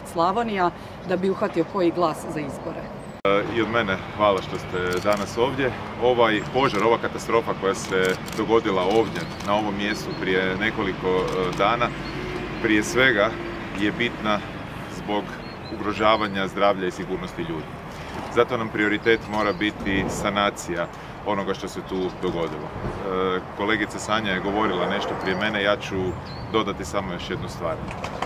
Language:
Croatian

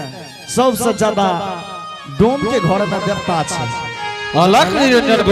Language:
Angika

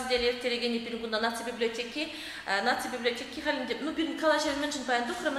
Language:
Chuvash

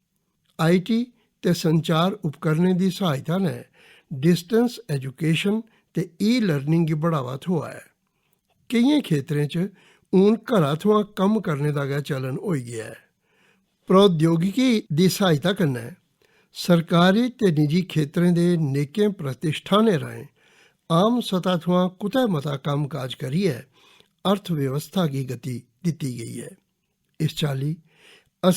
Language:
Dogri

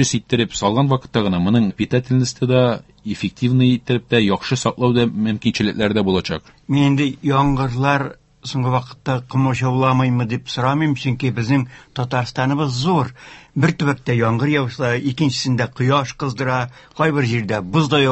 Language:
Tatar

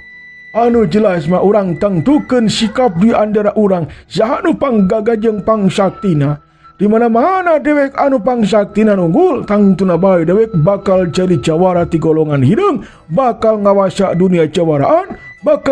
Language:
Sundanese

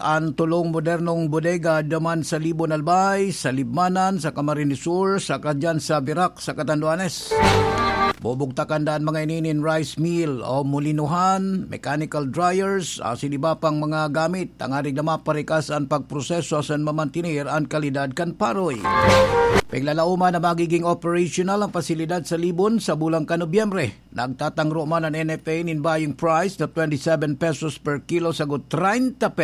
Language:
Bikol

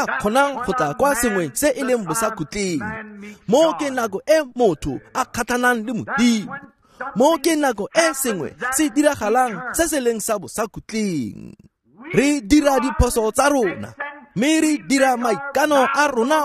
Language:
Tswana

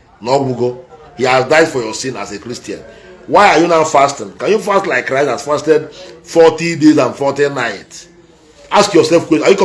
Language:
Igbo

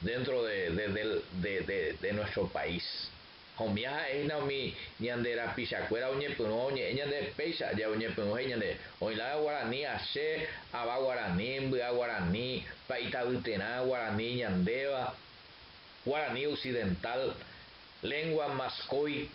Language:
Guarani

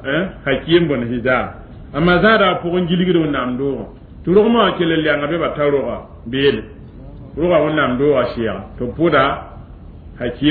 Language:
Mossi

